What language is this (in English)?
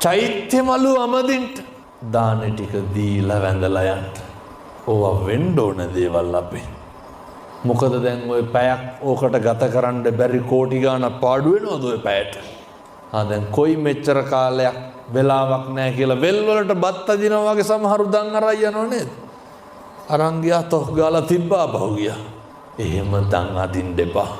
Sinhala